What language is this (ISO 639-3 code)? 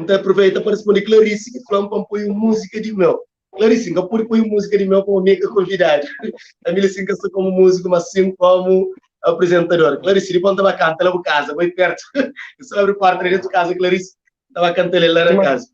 kea